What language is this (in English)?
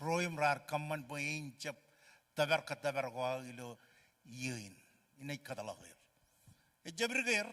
Marshallese